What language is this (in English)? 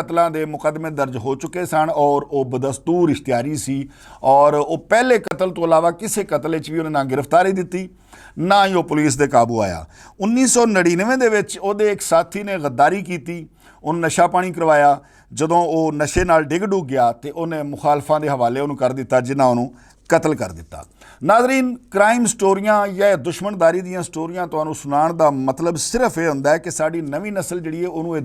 Western Panjabi